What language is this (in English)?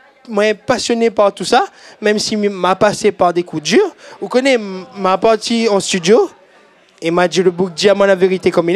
Réunion Creole French